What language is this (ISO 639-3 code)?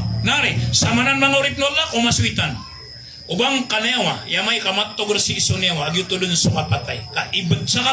mrw